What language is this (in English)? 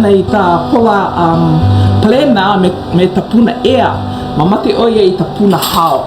Hawaiian